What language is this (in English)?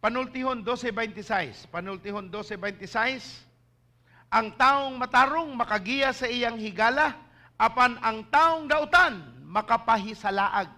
Cebuano